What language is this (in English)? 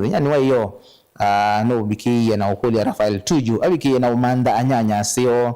Kamba